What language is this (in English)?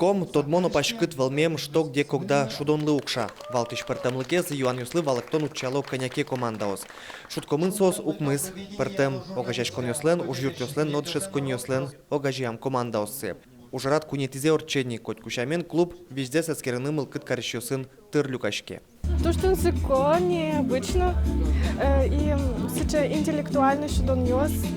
Udmurt